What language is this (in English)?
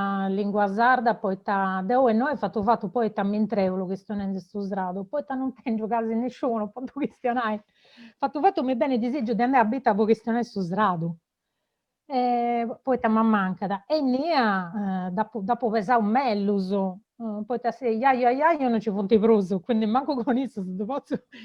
Sardinian